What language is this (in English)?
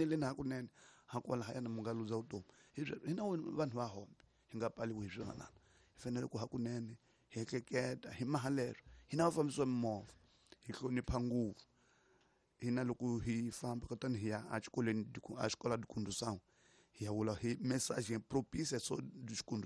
Tsonga